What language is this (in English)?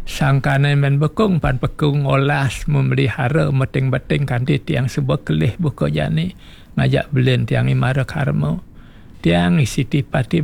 Balinese